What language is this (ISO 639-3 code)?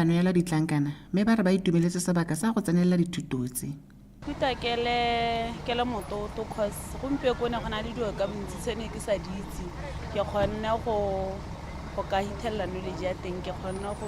tsn